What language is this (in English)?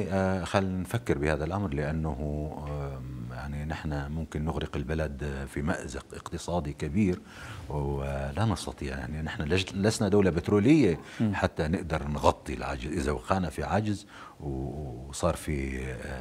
North Levantine Arabic